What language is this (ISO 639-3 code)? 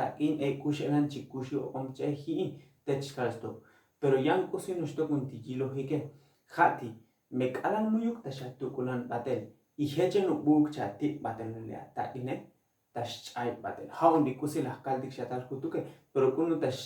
tzo